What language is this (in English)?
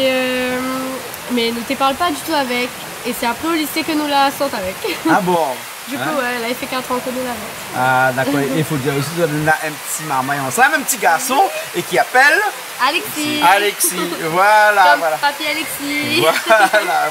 Réunion Creole French